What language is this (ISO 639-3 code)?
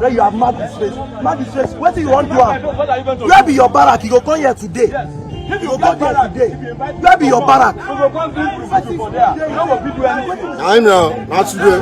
pcm